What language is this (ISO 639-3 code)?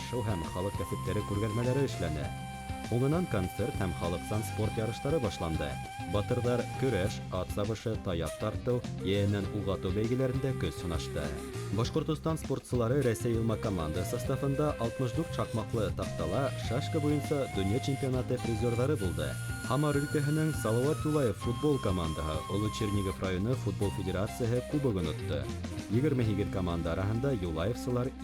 bak